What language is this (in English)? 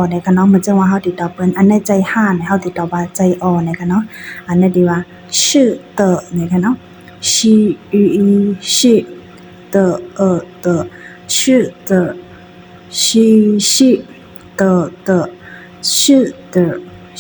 Shan